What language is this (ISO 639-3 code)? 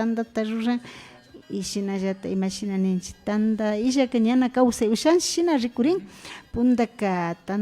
qvi